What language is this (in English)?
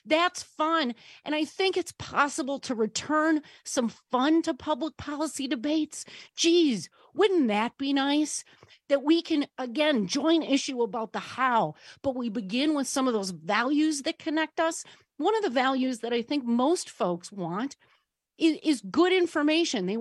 English